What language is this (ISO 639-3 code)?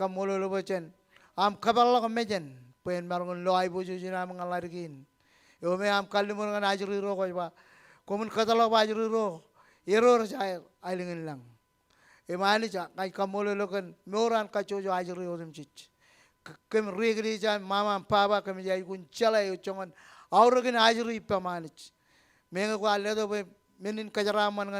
mah